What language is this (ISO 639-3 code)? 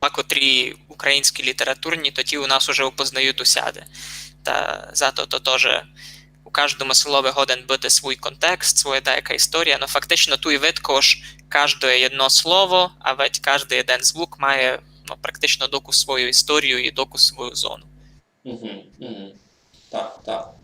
rue